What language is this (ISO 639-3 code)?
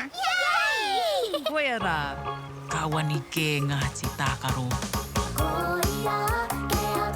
mri